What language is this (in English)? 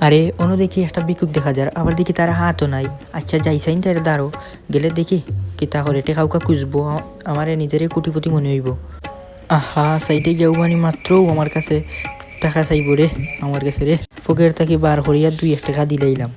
Sylheti